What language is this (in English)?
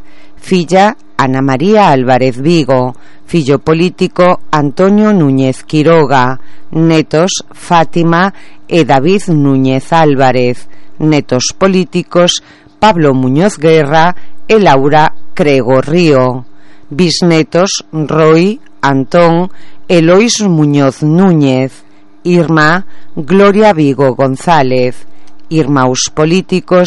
Galician